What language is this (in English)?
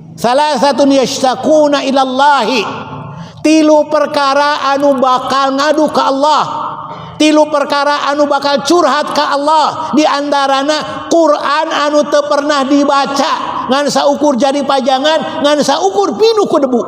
Sundanese